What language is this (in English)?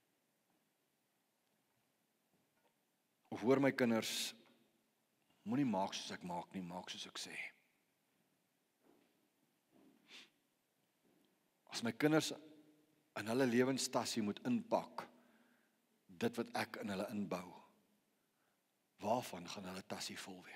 Afrikaans